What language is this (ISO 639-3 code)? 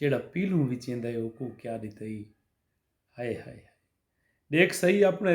skr